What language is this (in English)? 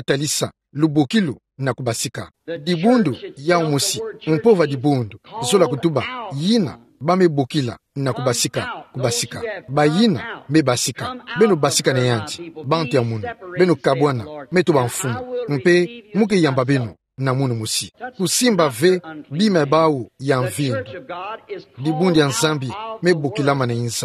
Kituba (Democratic Republic of Congo)